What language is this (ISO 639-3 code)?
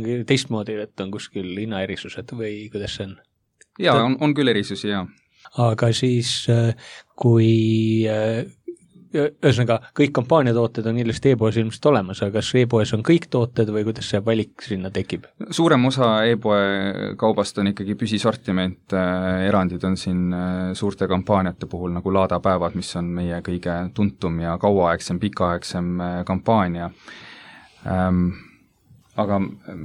est